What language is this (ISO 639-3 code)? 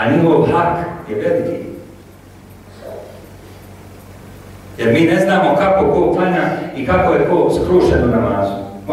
bos